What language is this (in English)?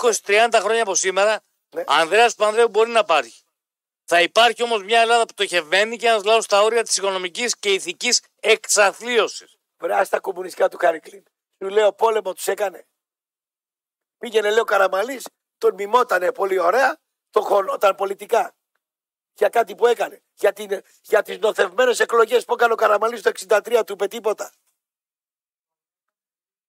Greek